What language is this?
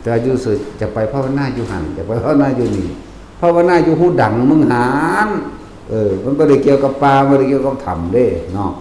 Northeastern Thai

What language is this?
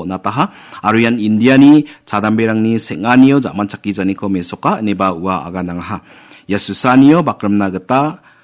Garo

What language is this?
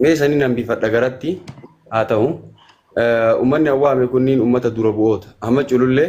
Oromo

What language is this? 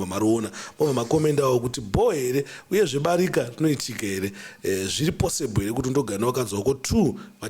Shona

